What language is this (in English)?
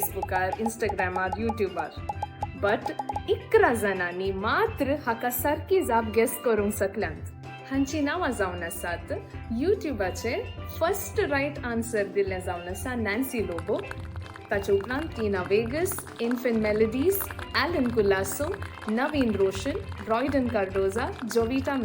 Konkani